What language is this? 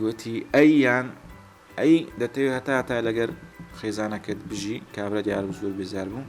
Central Kurdish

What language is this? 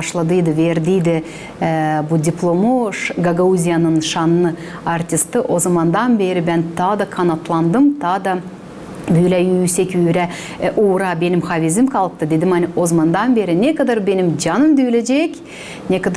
Gagauz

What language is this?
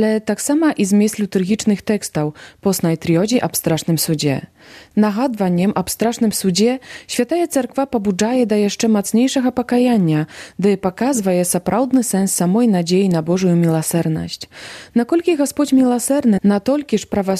Belarusian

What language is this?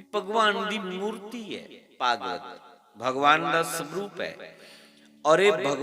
Dogri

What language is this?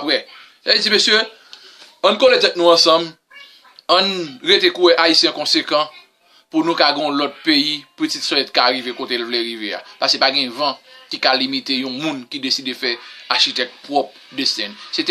Haitian Creole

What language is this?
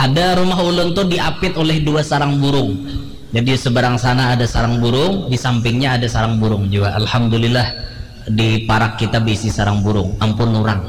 Banjar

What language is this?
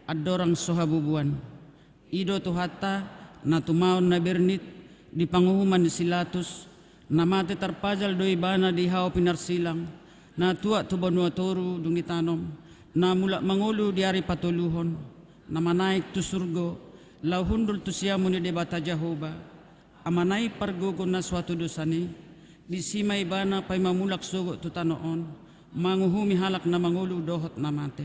Batak Toba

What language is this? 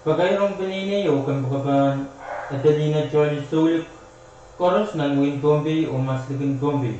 Pohnpeian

